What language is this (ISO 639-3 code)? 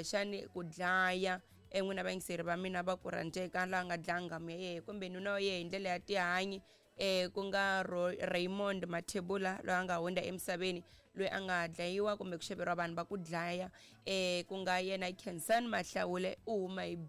tso